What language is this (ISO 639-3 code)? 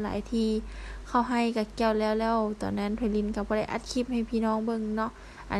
lao